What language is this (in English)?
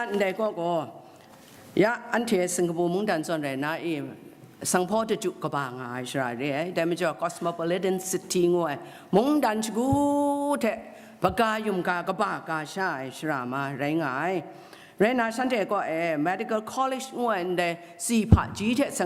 Kachin